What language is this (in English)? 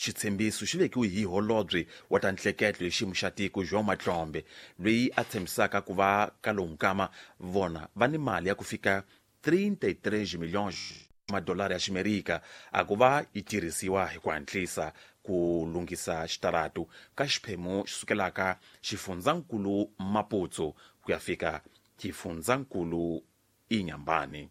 Tsonga